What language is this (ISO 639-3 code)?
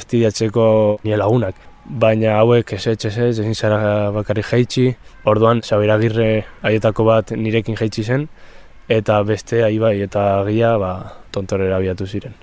eus